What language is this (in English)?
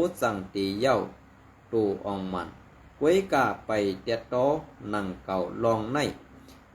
Shan